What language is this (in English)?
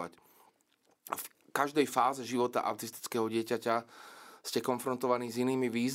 Slovak